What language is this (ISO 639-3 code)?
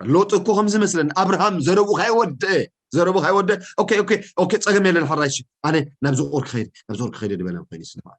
tir